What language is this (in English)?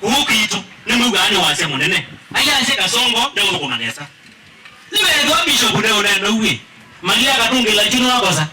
Kamba